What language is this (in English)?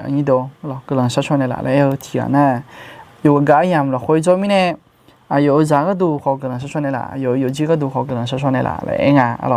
Akha